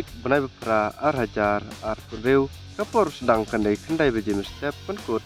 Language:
Khasi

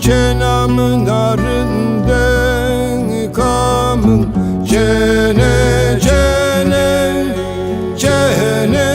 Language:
Zaza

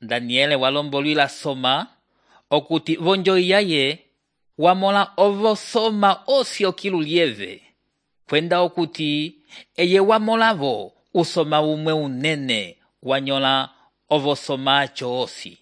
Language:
Umbundu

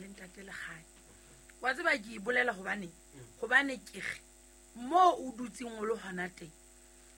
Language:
Southern Sotho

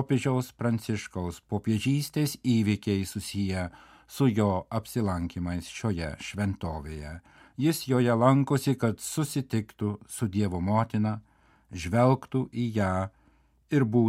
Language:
Lithuanian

